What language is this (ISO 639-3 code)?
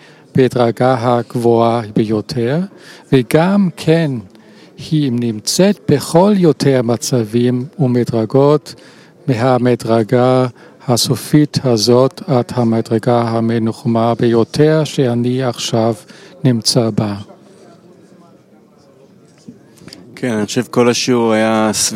heb